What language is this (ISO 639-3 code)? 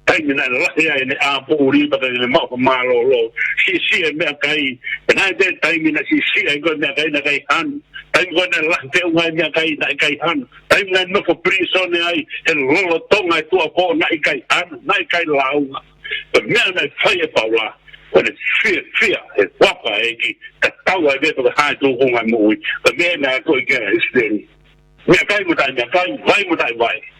ton